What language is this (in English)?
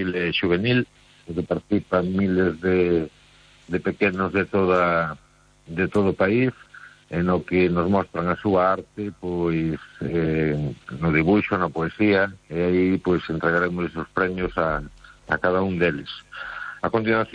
Galician